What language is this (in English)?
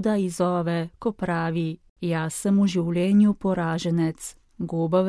Slovenian